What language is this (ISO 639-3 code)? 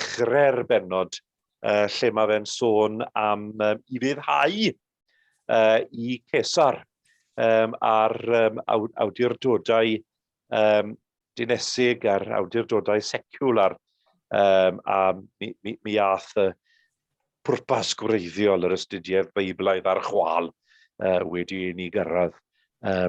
cym